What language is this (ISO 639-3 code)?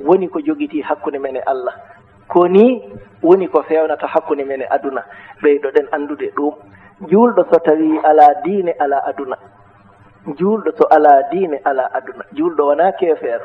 ful